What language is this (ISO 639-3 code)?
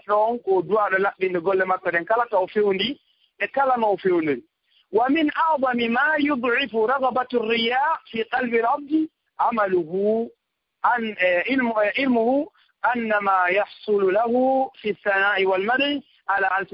ful